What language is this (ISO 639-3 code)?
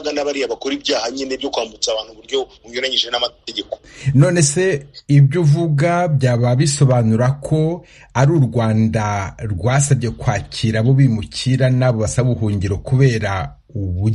kin